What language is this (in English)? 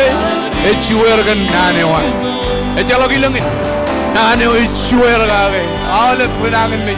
Marshallese